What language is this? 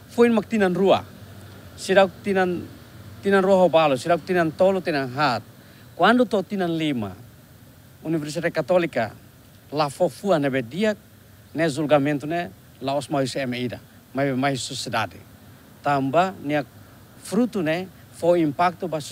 Tetum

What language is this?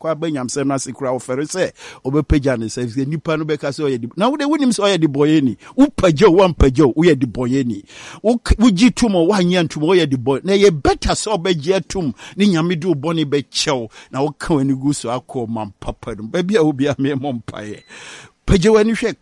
Akan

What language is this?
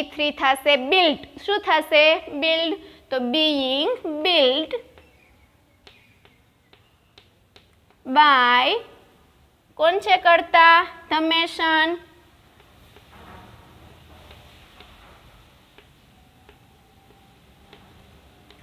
Gujarati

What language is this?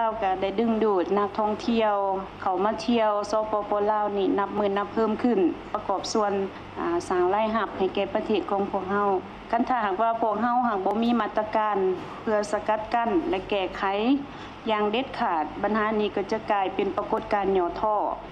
Lao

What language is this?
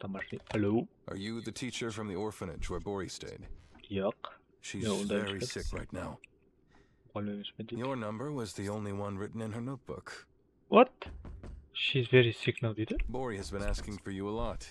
Kara-Kalpak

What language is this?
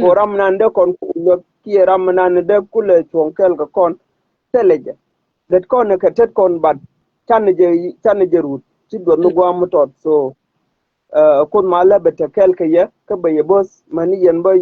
Nuer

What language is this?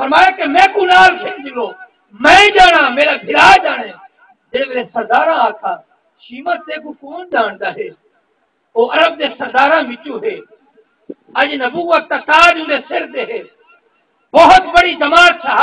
Saraiki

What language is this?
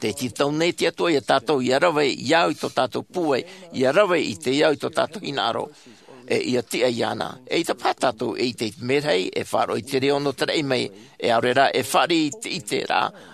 Tahitian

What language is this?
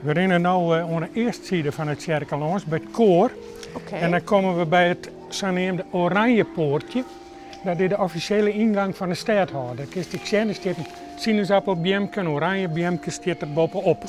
Western Frisian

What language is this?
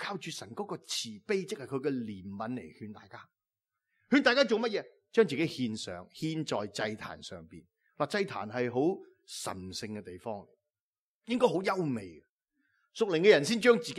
Cantonese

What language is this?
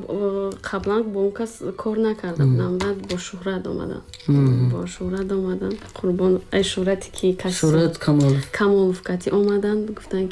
Tajik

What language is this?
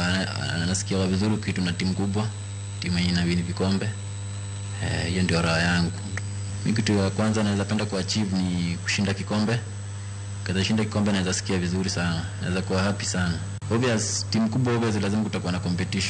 Luo (Kenya and Tanzania)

